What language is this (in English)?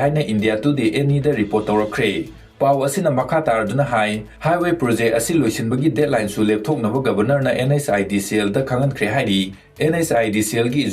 Manipuri